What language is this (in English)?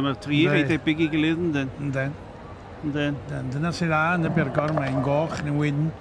Welsh